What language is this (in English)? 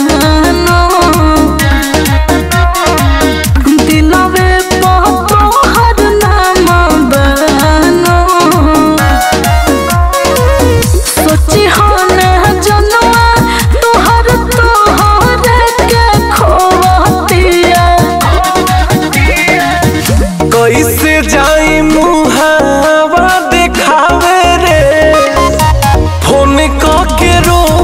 Bhojpuri